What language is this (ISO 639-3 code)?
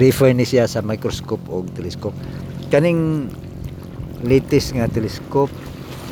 ceb